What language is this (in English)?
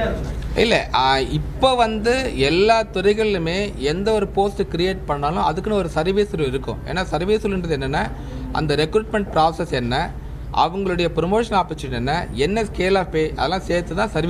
Tamil